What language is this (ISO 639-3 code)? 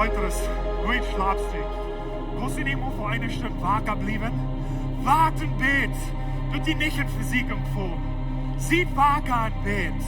pdt